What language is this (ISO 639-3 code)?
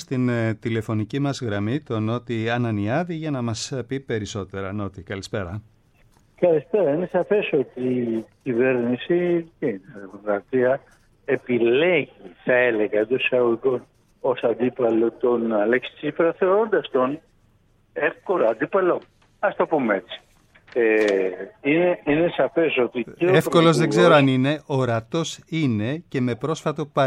ell